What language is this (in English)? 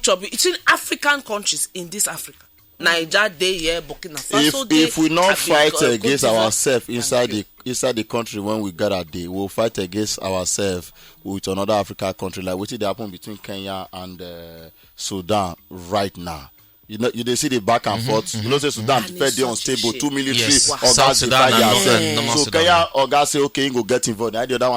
Nigerian Pidgin